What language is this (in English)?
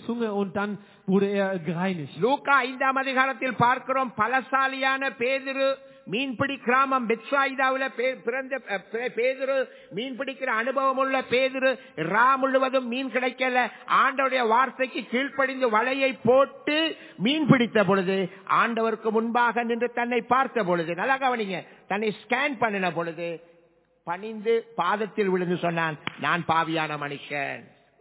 Tamil